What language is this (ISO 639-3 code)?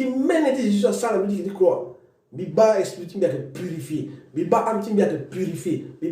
sag